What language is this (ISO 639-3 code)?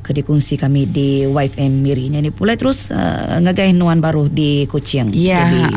iba